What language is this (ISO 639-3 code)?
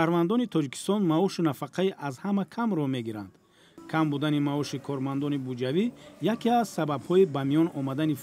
tgk